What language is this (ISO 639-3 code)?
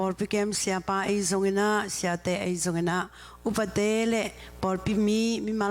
ctd